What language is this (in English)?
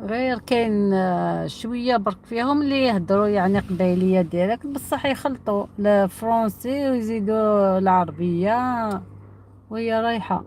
Algerian Arabic